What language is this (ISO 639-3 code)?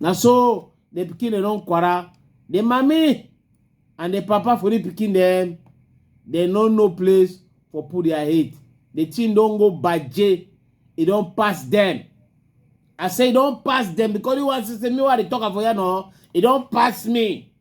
wes